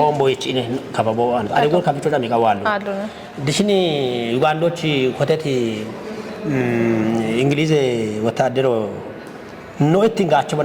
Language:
Kafa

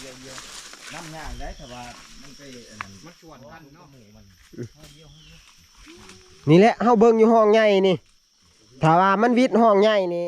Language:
Northeastern Thai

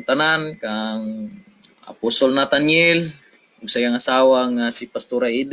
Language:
Cebuano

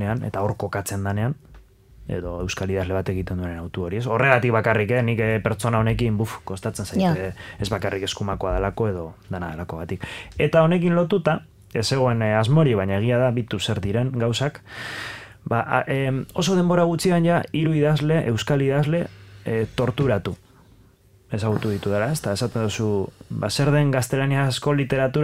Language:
Basque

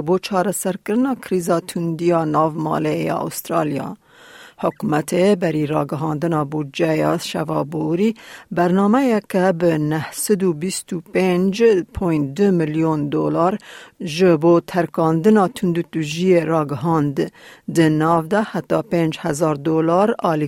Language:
Kurdish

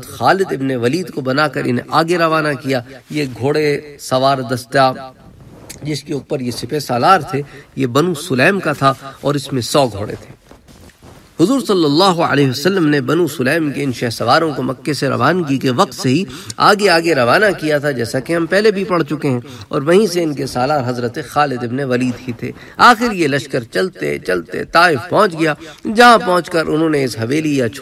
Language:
Urdu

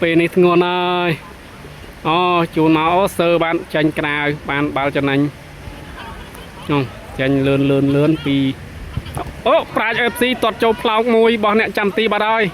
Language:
Khmer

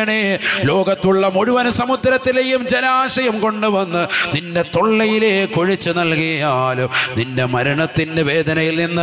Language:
Malayalam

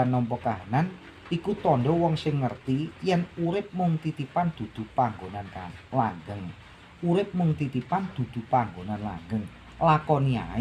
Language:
Javanese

